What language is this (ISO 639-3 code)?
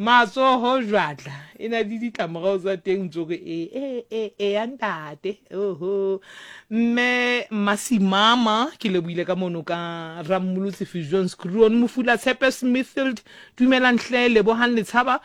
sot